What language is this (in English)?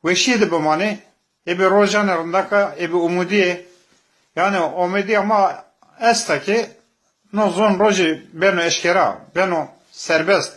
Zaza